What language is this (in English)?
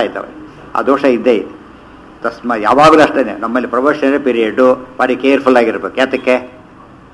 Kannada